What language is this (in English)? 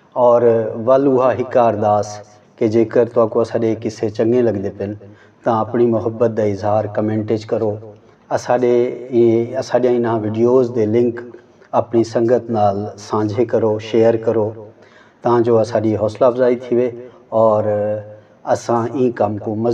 Saraiki